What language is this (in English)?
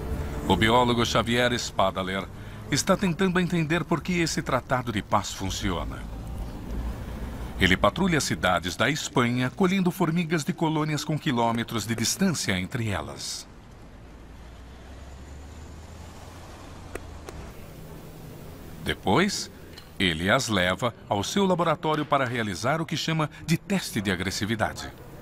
Portuguese